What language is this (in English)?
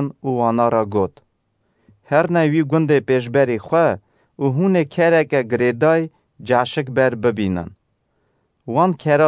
Kurdish